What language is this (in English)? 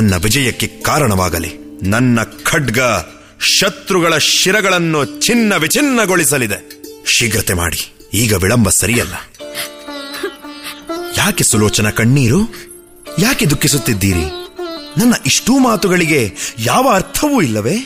Kannada